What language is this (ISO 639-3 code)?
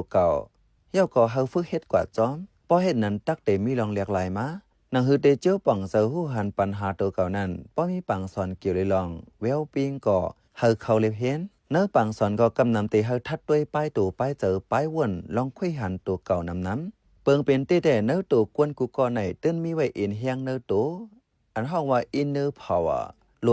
shn